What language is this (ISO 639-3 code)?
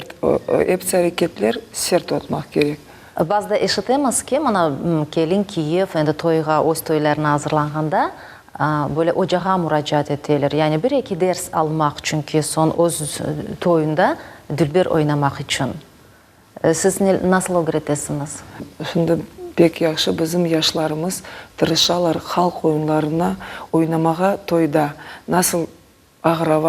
crh